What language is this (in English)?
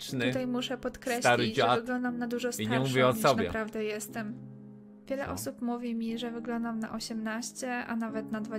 Polish